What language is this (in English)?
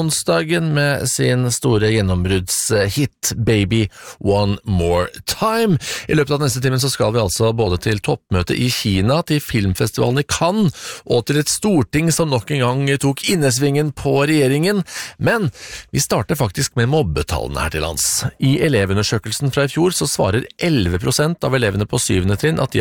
Norwegian